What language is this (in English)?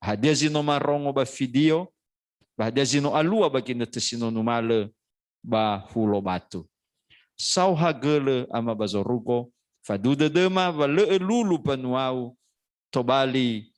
Nias